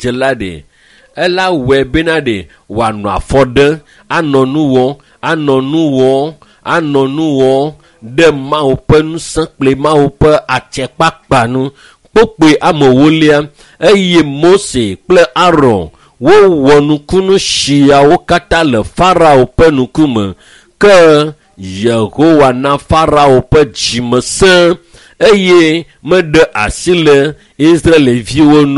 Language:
Ewe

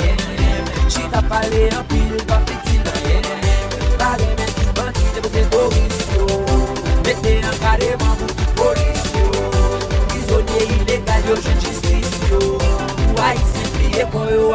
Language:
Haitian Creole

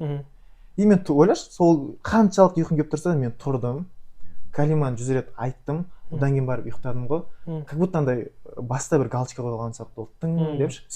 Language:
Kazakh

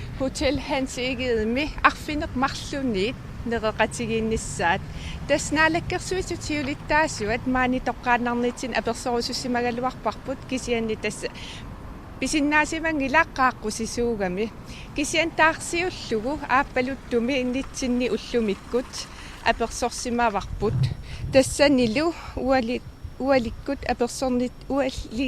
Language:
Kalaallisut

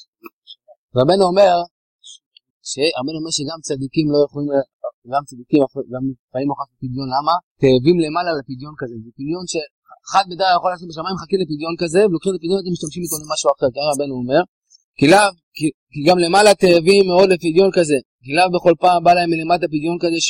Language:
Hebrew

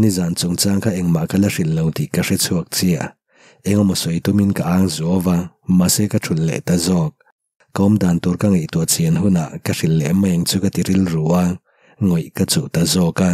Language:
Mizo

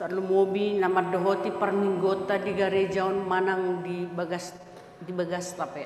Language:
Batak Toba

